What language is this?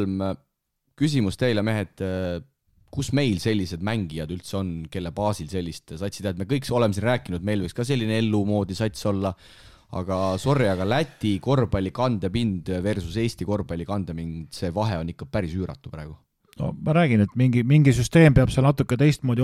Estonian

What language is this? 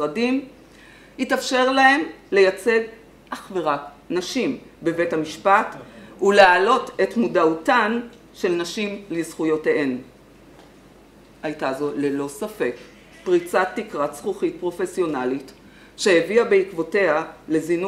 Hebrew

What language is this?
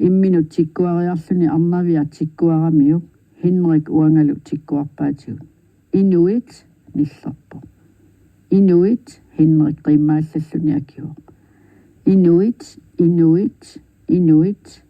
Kalaallisut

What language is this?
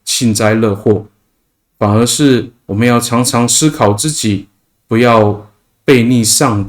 Amis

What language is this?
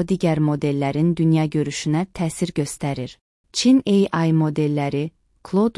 Azerbaijani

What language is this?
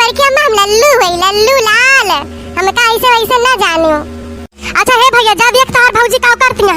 Awadhi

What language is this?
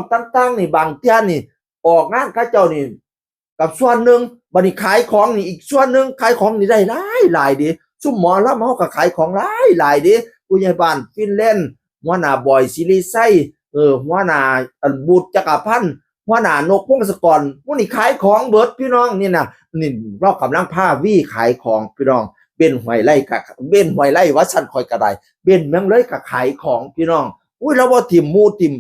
Northeastern Thai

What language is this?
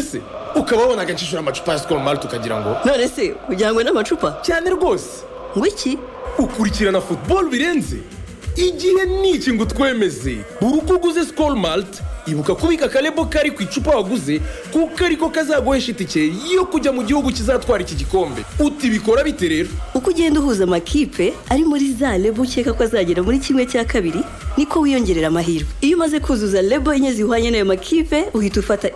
Kinyarwanda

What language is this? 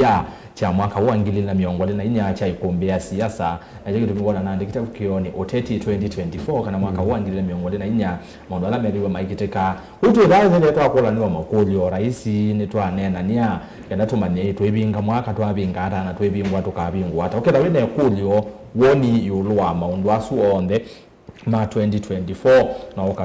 Kamba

